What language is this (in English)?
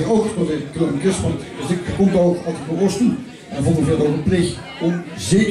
Limburgish